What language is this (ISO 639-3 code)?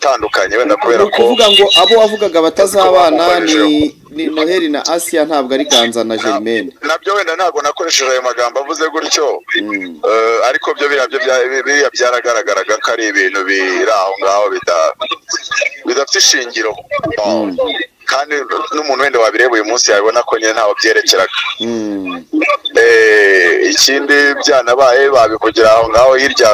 kin